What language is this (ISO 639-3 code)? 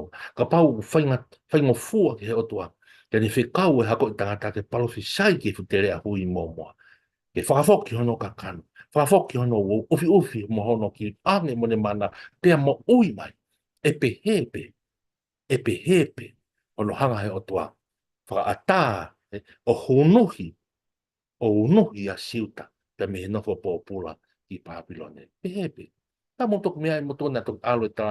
ton